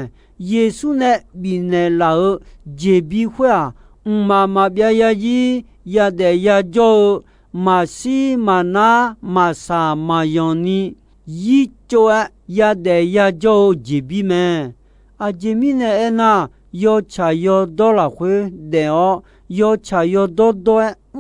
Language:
Akha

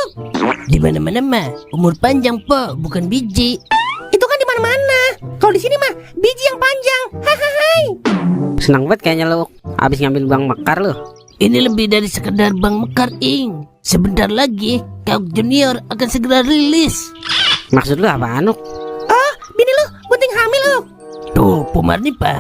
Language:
Betawi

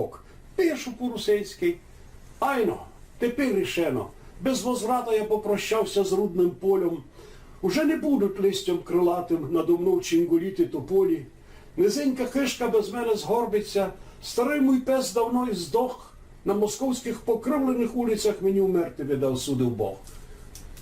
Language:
Rusyn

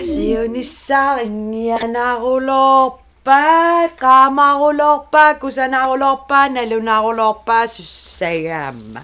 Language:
Kalaallisut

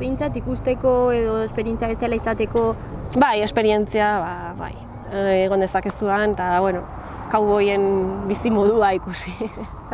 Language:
Basque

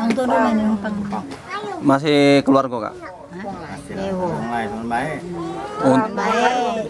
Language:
Musi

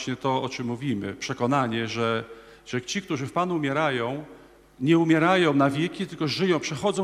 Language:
Polish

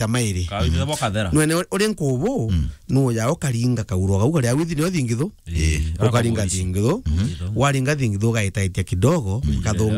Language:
Meru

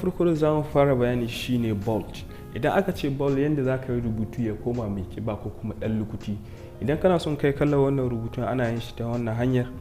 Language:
Hausa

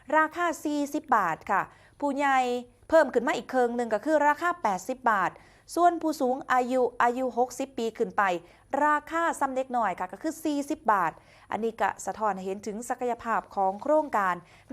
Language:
Northeastern Thai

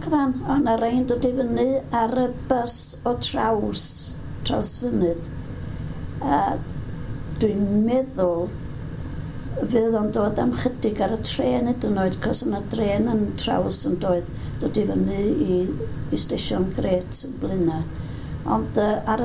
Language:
Welsh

